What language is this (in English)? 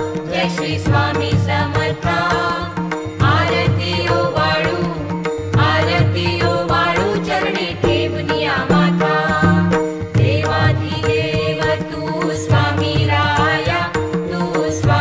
Marathi